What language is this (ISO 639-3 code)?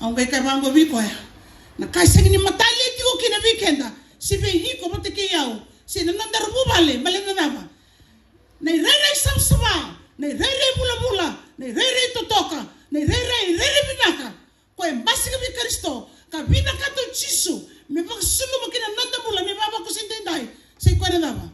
fij